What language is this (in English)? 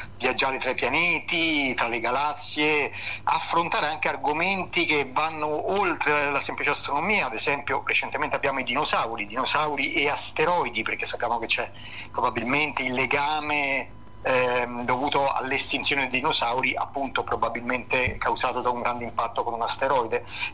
Italian